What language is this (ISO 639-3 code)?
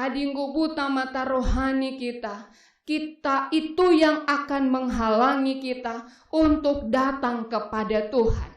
btx